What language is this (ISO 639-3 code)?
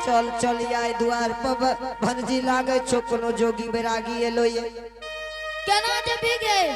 anp